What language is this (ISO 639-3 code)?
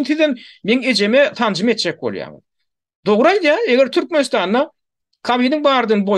tuk